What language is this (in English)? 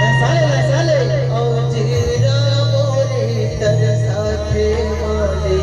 Chhattisgarhi